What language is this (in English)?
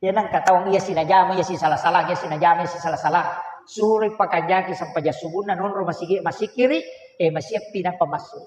Buginese